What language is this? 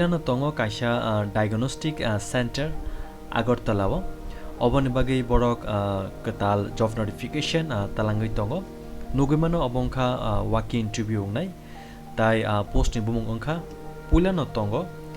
Kok Borok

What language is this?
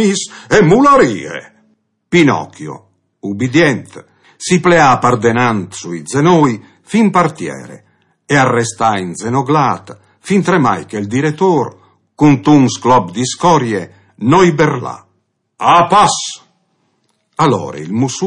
Friulian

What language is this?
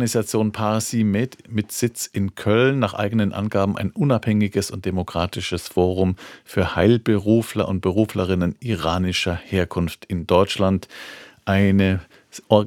German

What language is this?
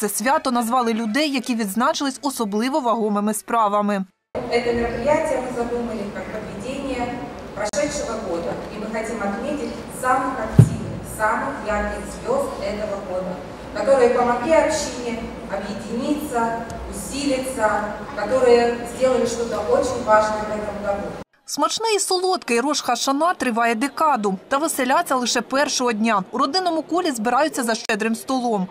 Ukrainian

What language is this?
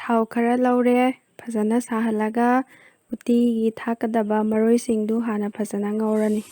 Manipuri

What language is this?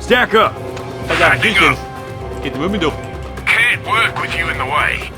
Bavarian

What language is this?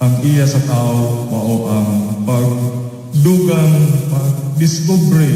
Cebuano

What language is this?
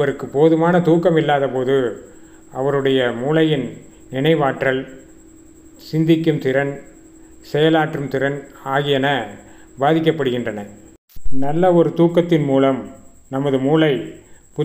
Tamil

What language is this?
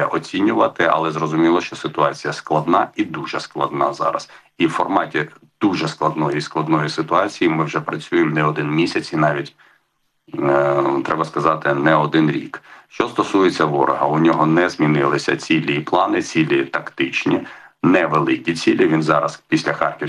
Ukrainian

